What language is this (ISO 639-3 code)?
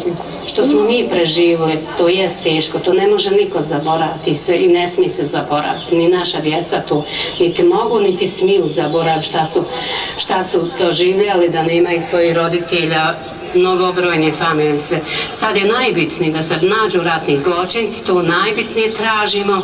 bos